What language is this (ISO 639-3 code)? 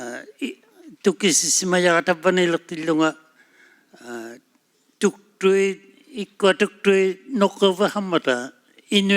iku